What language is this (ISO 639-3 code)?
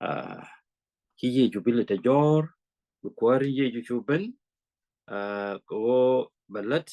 nus